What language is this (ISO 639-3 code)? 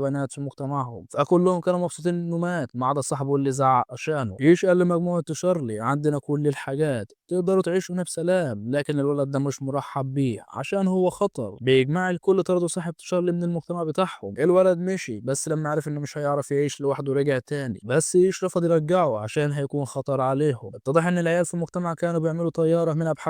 arz